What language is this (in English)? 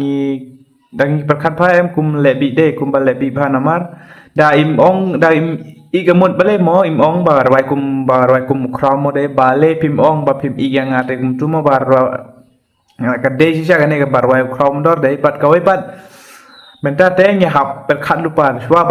Khasi